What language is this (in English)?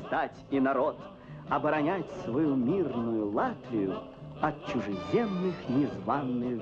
Russian